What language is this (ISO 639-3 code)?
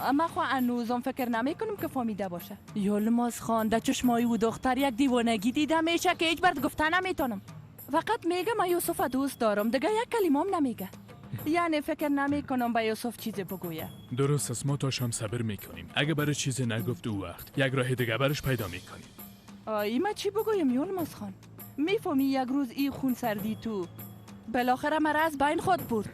fas